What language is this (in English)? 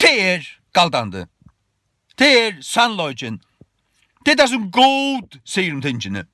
Faroese